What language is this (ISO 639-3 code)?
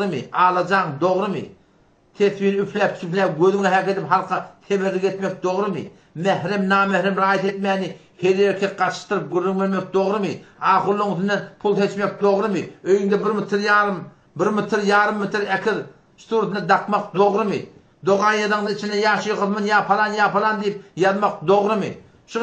tuk